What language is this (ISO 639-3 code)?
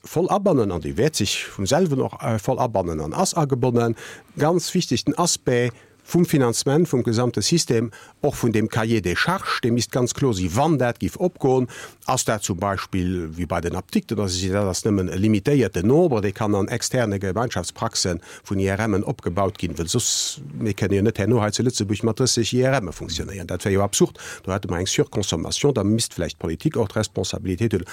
ltz